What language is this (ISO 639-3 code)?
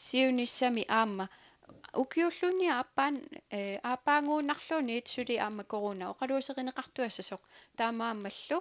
kal